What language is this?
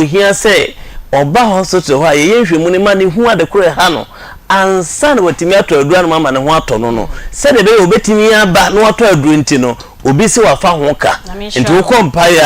Akan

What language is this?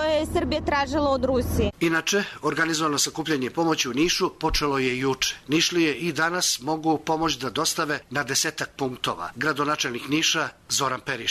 Serbian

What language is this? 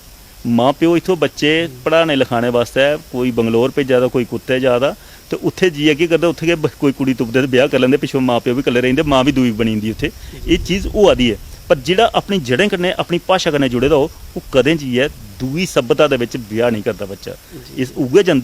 Dogri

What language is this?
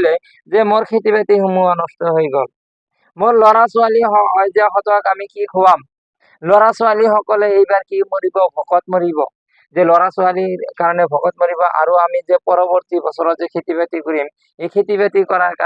Assamese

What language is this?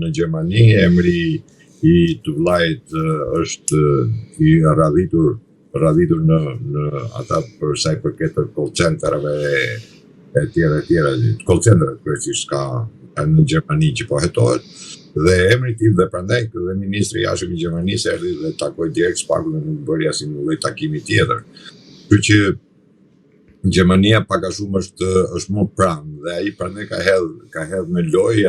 Albanian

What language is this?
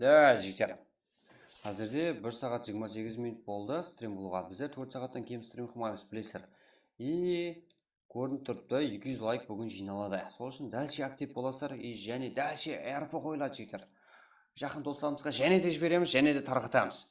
Kara-Kalpak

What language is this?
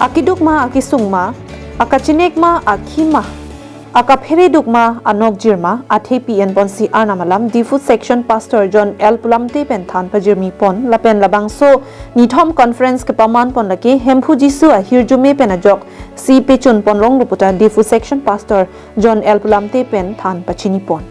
Karbi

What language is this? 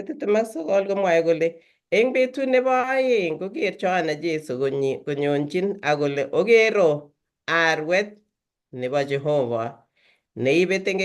Kalenjin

